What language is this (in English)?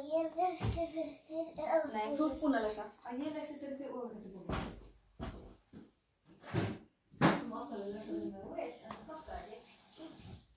Icelandic